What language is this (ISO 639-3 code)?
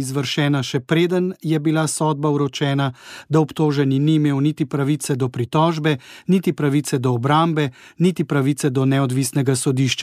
slv